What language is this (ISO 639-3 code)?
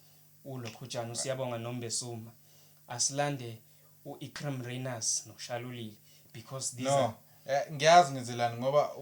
zul